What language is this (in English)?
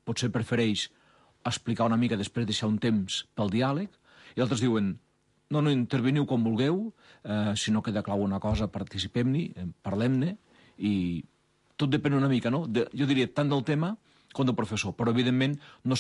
Catalan